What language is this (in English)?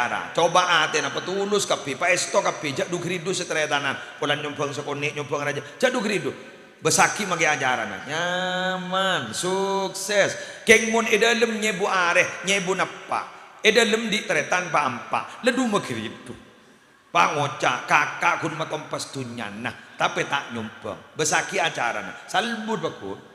Madurese